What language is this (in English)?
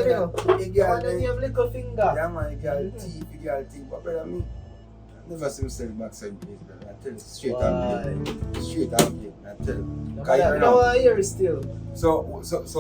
Jamaican Creole English